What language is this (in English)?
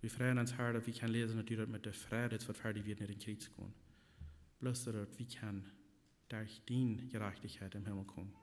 Plautdietsch